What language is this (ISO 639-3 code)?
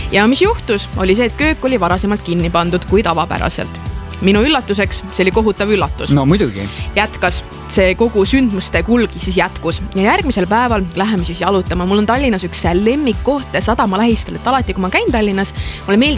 est